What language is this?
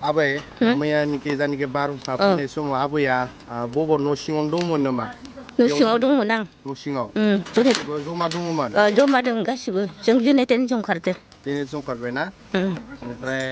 Bodo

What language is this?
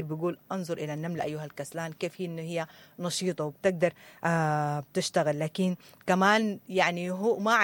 Sudanese Arabic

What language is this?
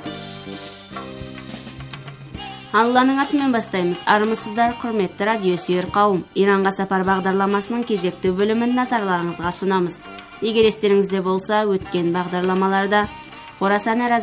Kazakh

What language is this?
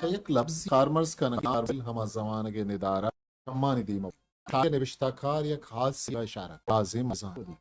Eastern Balochi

